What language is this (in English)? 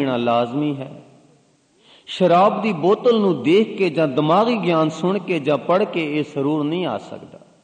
Punjabi